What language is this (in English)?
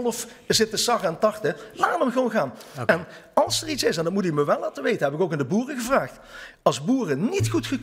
Dutch